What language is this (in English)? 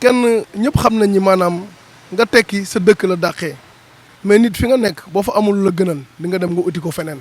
Wolof